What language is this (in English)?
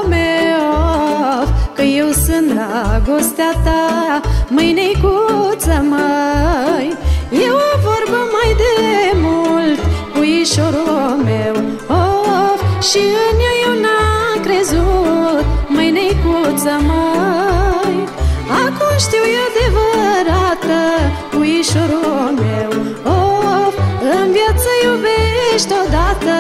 Romanian